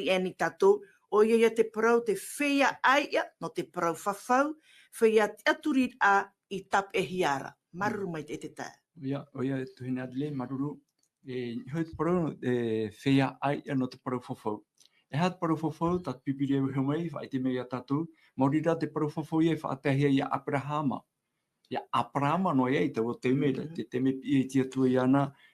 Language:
Tahitian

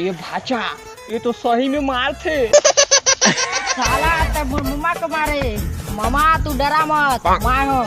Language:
Chhattisgarhi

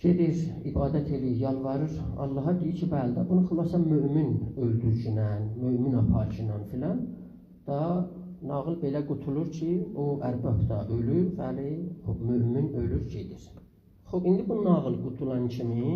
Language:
South Azerbaijani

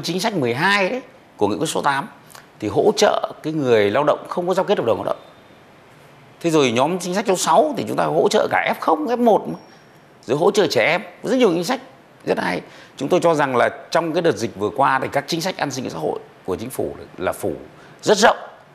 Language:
Vietnamese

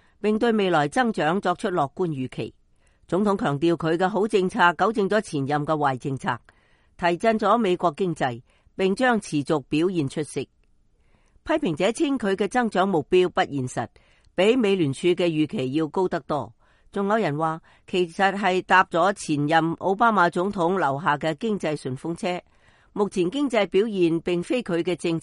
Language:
Cantonese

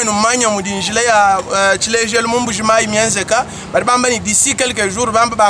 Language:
Luba-Lulua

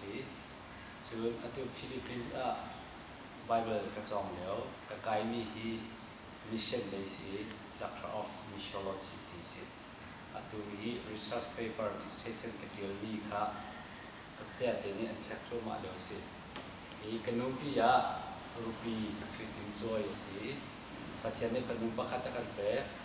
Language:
Hakha Chin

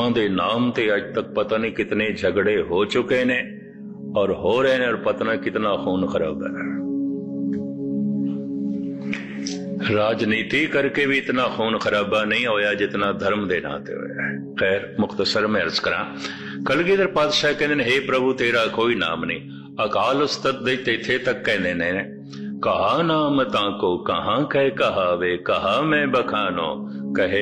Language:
Punjabi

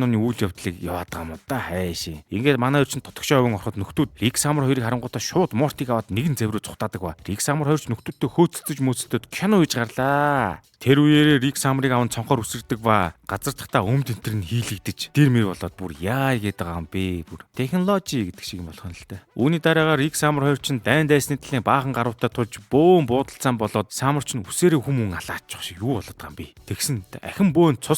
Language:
Mongolian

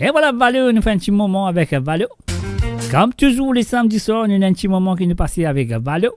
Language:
Morisyen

